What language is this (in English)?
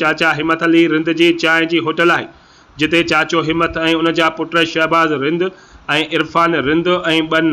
Sindhi